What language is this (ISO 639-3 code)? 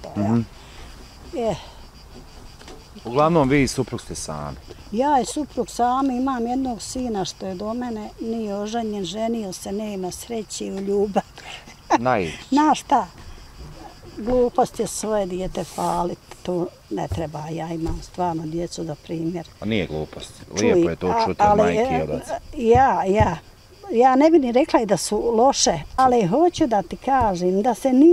bos